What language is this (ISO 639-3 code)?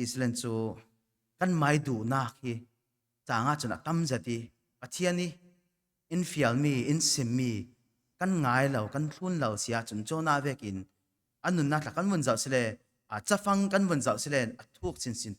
cfm